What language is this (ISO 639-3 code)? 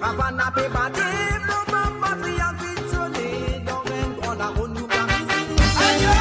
mfe